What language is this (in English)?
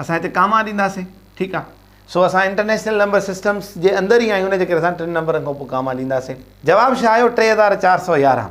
Sindhi